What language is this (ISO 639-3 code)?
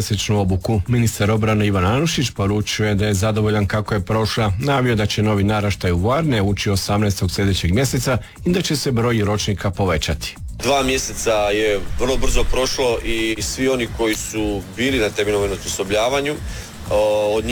hrv